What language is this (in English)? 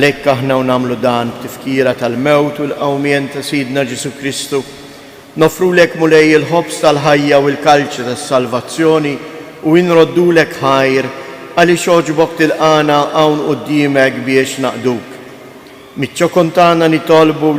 Maltese